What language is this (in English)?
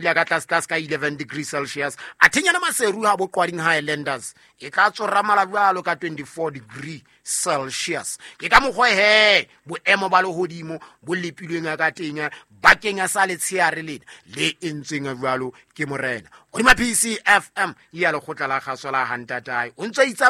Southern Sotho